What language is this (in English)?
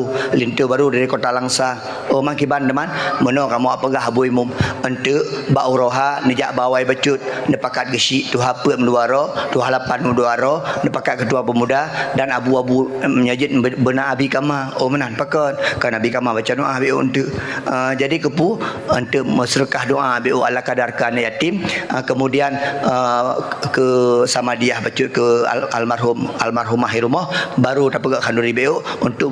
Achinese